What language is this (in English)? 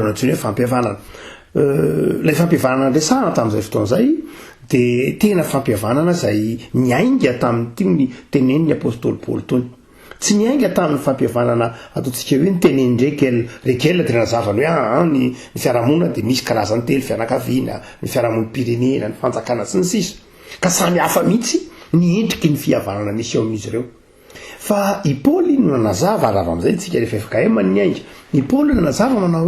Malagasy